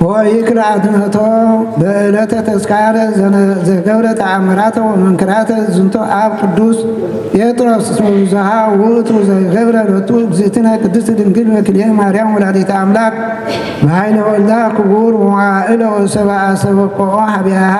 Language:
Geez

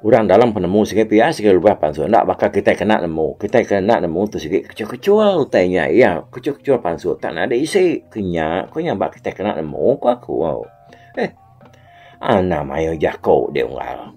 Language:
Iban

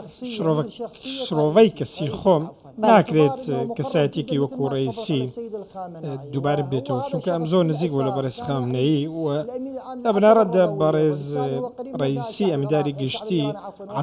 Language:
Central Kurdish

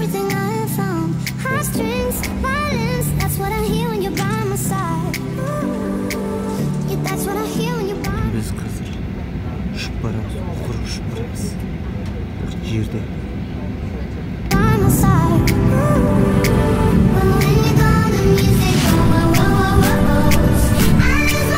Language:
Kazakh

